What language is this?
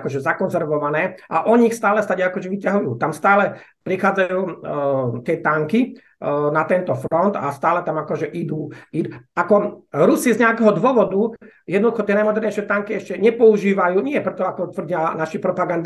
Slovak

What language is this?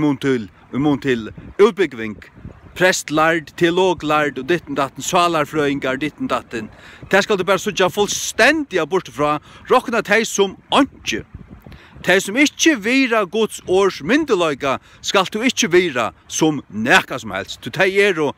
Faroese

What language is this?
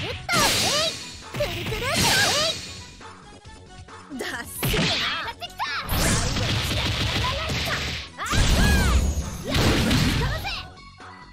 Japanese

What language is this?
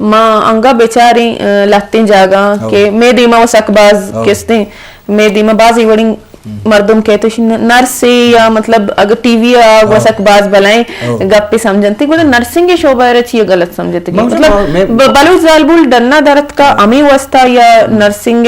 Eastern Balochi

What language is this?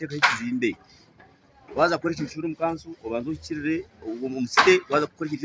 Nyankole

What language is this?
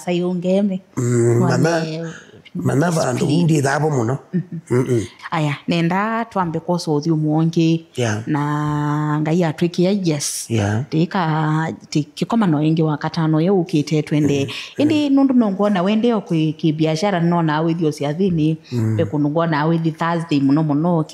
Kamba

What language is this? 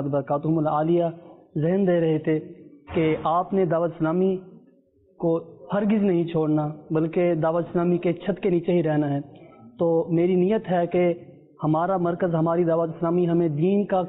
Urdu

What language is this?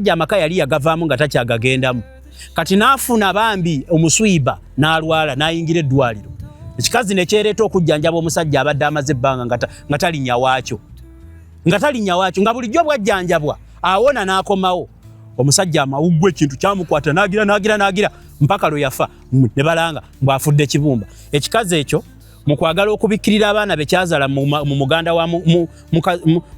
Ganda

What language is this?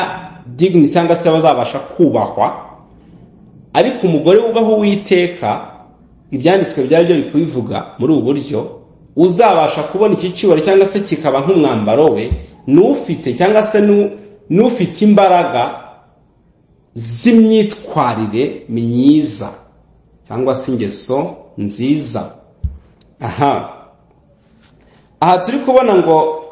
Kinyarwanda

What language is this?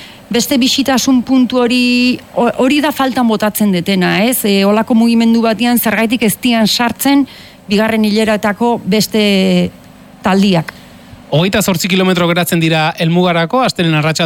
Basque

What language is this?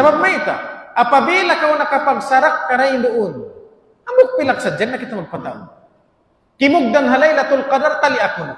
Tausug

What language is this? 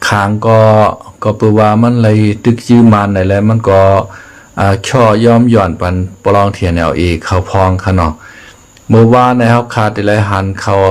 Shan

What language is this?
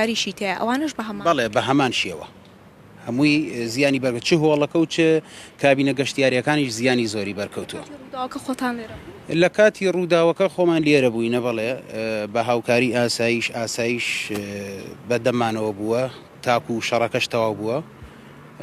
Central Kurdish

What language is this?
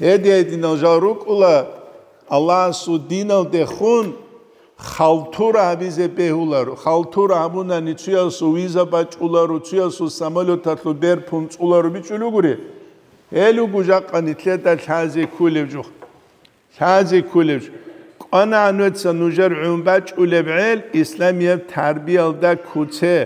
Avaric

